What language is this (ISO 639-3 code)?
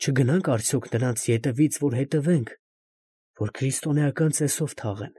hye